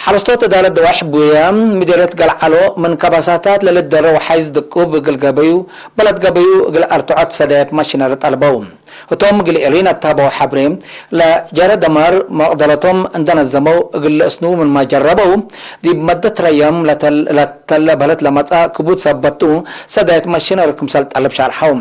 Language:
Tigre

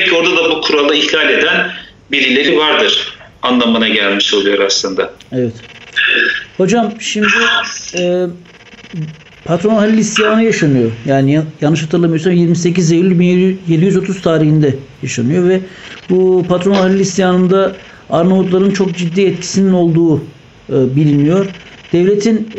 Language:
Turkish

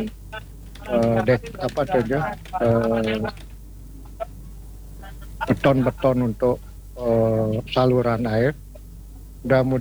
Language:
Indonesian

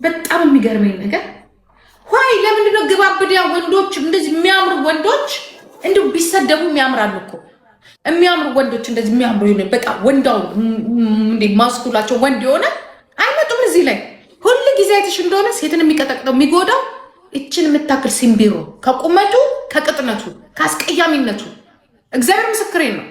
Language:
Amharic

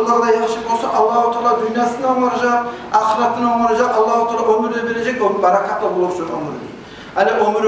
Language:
Kumyk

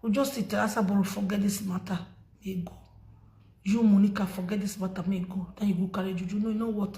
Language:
Nigerian Pidgin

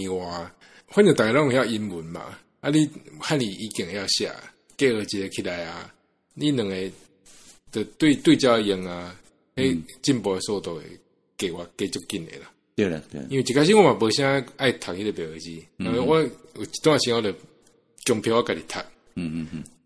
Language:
Min Nan Chinese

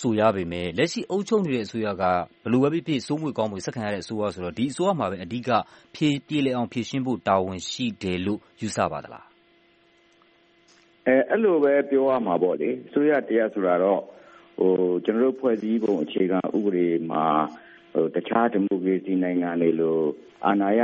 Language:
Burmese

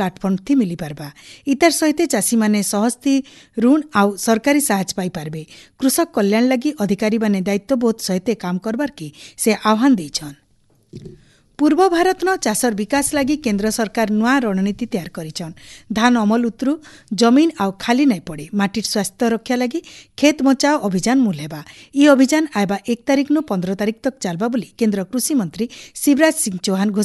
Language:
Odia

